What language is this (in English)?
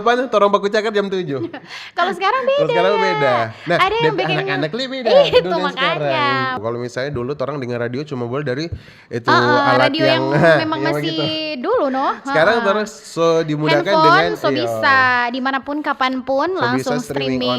Manado Malay